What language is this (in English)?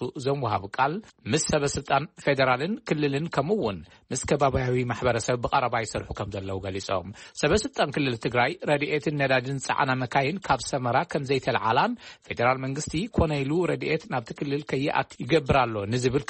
Tigrinya